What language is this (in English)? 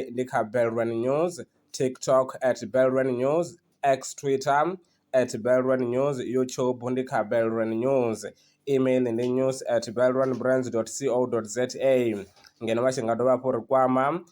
Venda